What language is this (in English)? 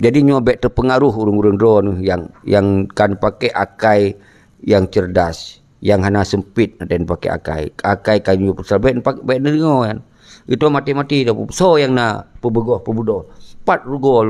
Achinese